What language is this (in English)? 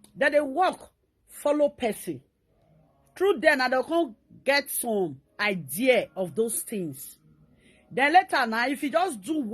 Nigerian Pidgin